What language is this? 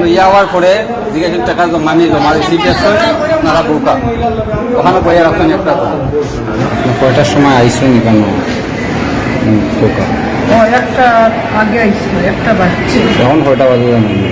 Sylheti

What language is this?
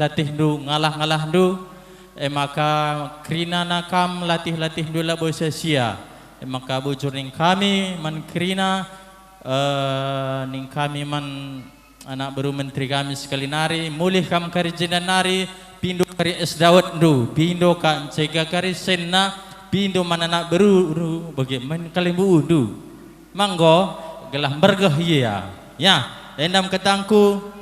Batak Karo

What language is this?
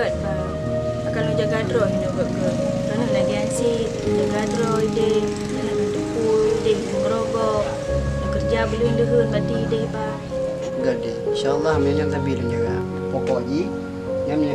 Achinese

